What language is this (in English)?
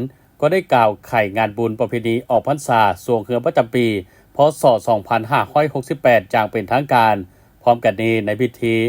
Lao